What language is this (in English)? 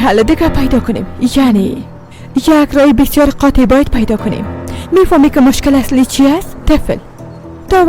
Persian